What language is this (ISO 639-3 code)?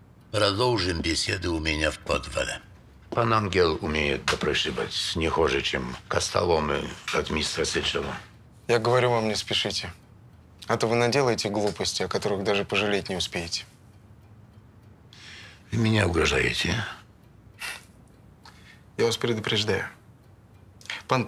rus